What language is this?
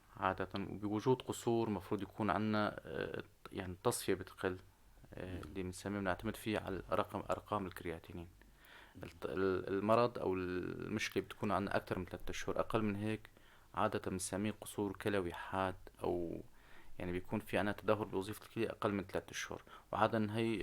North Levantine Arabic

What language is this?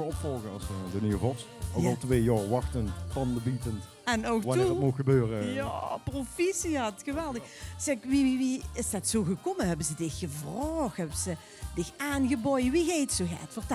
Limburgish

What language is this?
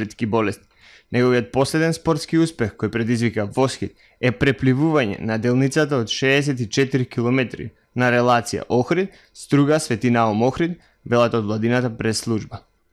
Macedonian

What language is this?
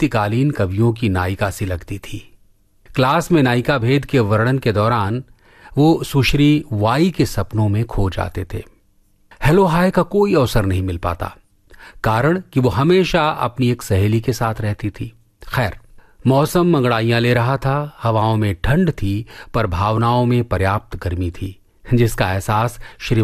Hindi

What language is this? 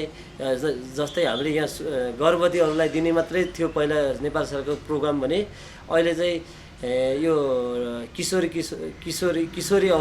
Nepali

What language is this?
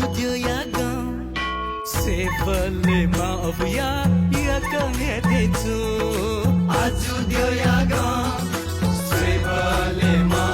Newari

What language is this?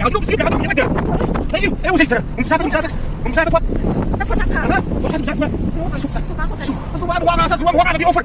Kabardian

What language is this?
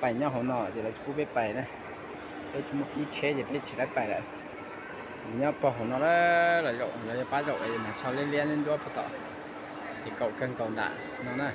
Hmong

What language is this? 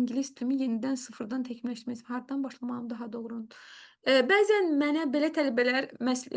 Azerbaijani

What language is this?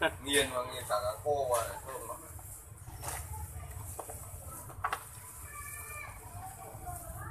Vietnamese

